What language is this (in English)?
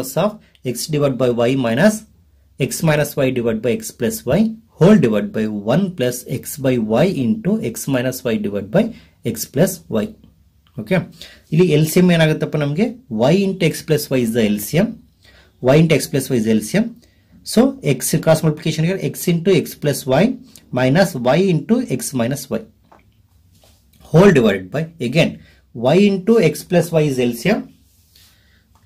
Kannada